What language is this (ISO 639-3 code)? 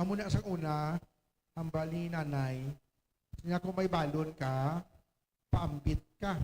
hil